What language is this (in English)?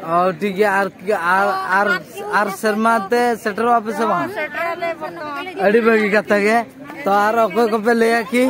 Santali